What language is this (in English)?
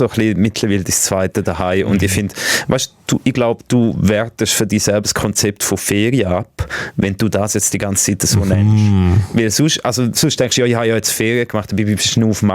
Swiss German